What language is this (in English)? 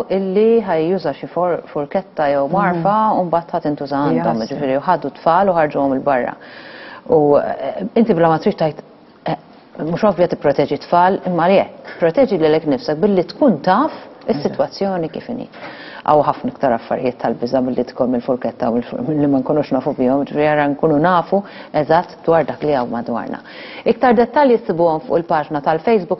Maltese